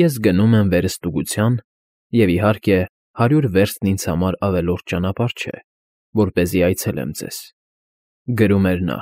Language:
Armenian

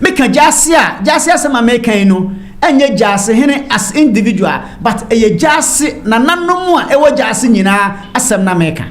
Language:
Akan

